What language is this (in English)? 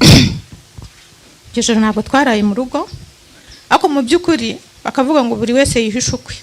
Kinyarwanda